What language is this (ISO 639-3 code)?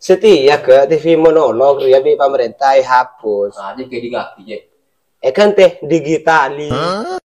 mad